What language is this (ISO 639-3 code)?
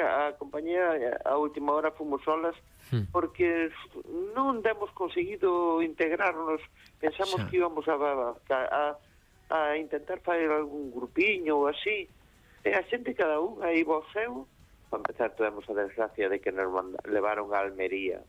glg